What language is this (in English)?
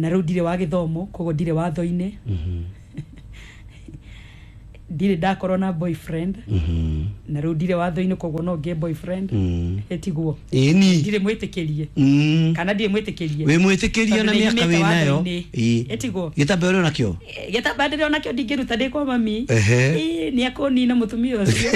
Kikuyu